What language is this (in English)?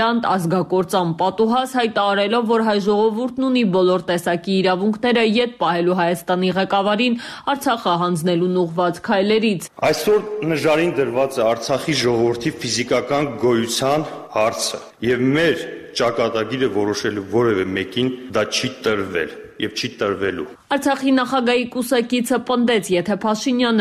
Armenian